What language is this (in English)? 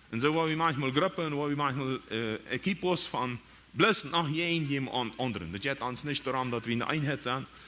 Plautdietsch